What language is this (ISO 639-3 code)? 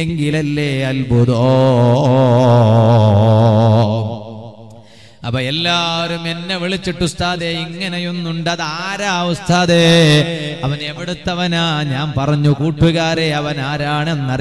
mal